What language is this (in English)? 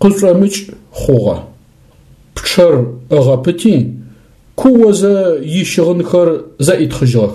Adyghe